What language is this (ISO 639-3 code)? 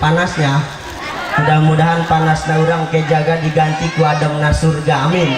sun